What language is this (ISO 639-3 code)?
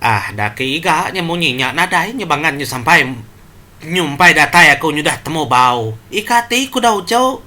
iba